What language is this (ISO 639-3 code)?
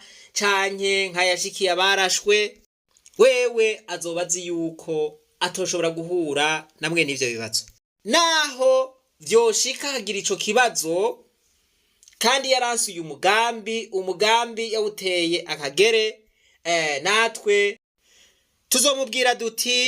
run